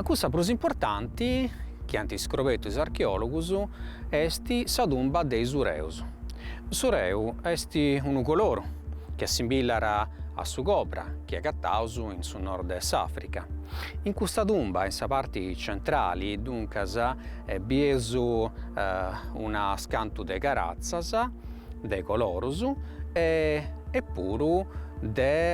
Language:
Sardinian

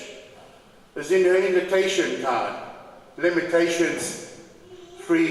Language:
Tongan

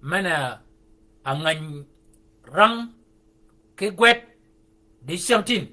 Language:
Shilluk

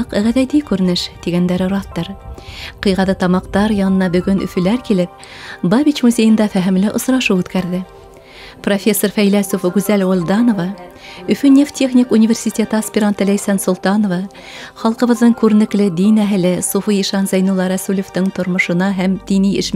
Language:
Bashkir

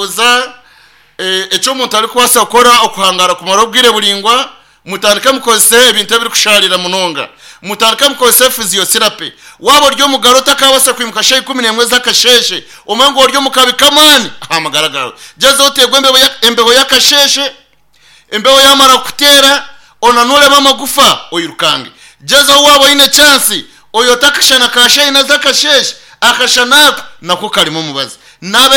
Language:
Nyankole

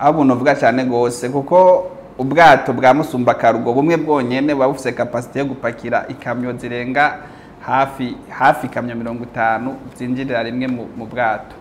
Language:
Rundi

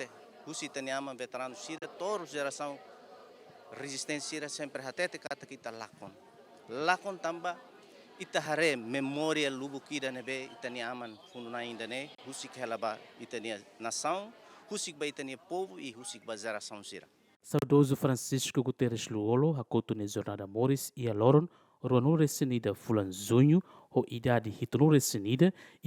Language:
Tetum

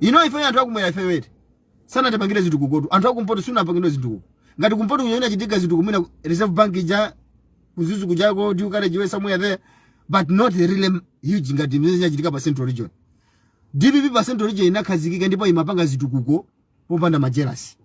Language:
Nyanja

